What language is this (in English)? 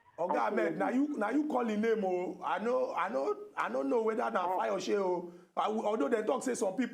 Nigerian Pidgin